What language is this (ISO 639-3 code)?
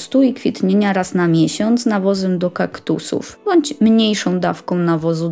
pol